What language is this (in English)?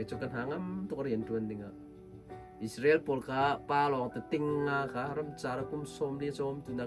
Hakha Chin